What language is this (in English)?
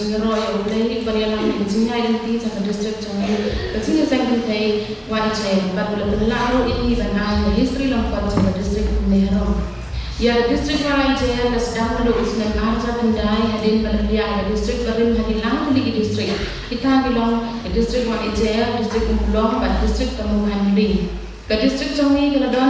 Khasi